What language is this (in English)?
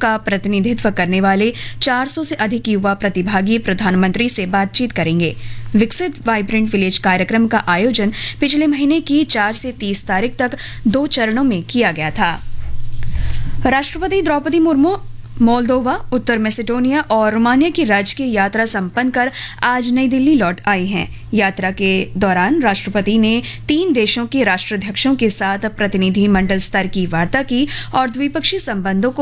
Hindi